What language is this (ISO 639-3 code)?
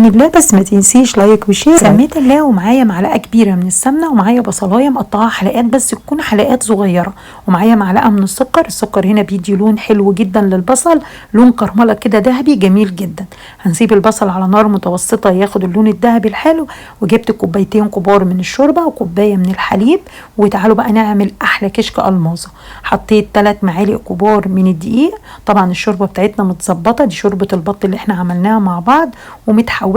arz